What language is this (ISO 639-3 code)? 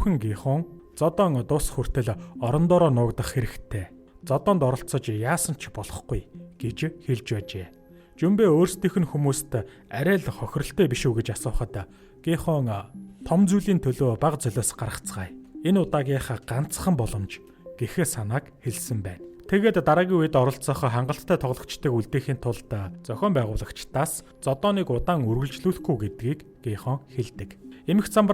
mon